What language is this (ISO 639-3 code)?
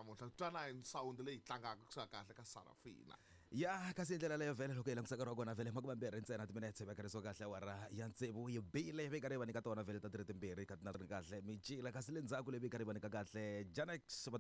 tso